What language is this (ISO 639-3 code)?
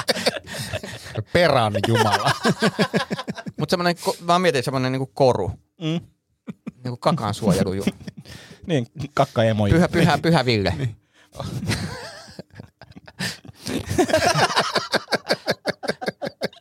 fin